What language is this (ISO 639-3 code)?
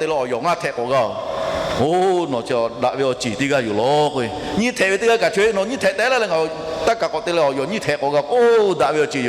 lhu